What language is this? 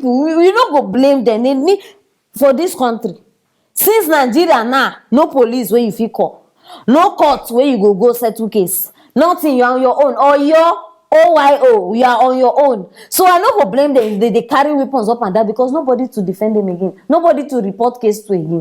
Nigerian Pidgin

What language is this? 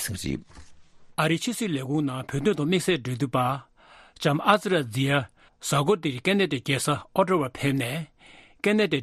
Tibetan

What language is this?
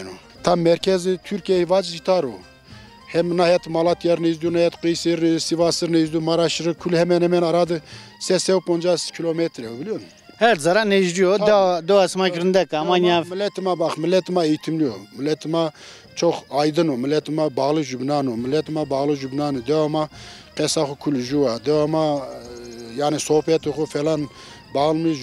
Zaza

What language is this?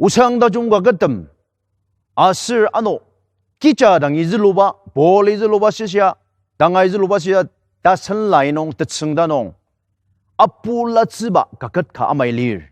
Ao Naga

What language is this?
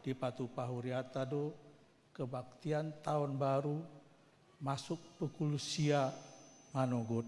Batak Toba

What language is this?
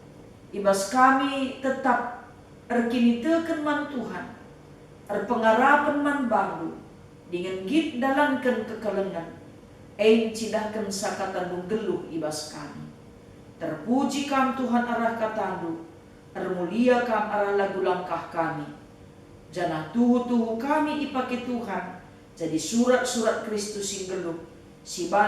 Batak Karo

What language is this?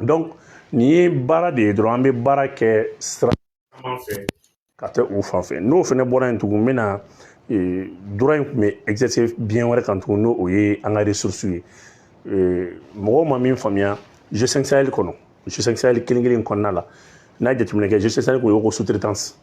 Bambara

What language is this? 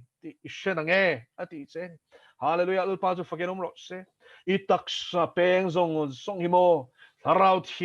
Mizo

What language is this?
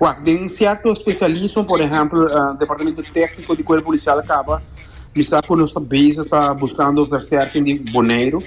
Papiamento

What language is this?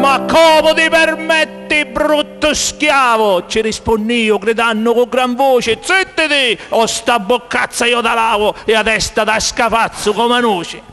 Sicilian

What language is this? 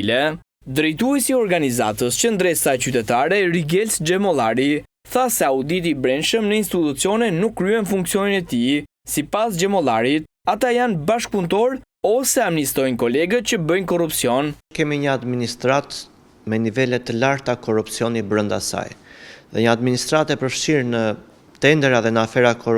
Albanian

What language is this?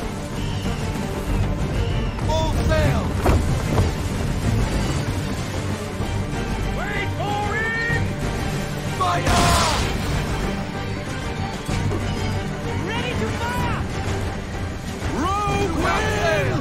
English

